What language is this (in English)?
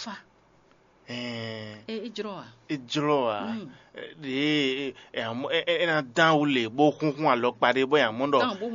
Fon